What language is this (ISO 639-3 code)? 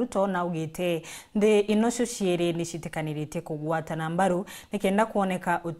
mer